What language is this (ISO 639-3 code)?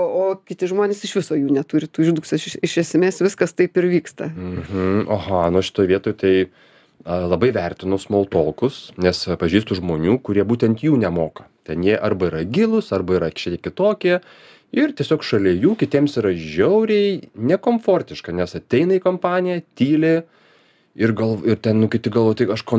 lit